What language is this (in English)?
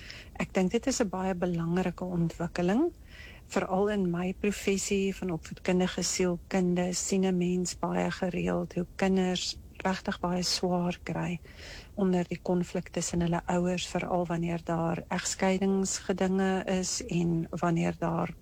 Afrikaans